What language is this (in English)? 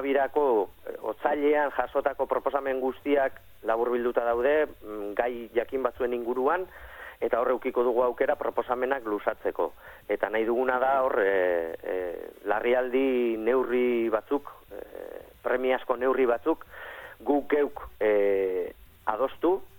Basque